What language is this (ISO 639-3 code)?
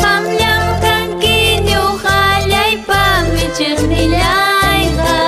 quy